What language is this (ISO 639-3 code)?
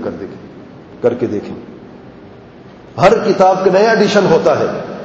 urd